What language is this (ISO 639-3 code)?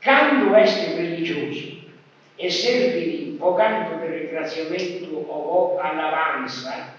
srd